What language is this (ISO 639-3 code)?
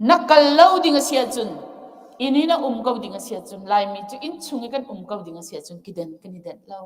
cnh